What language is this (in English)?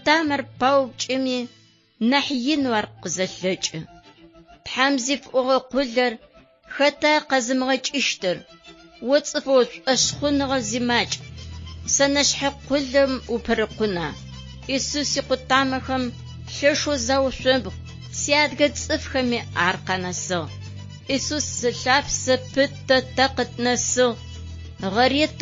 Adyghe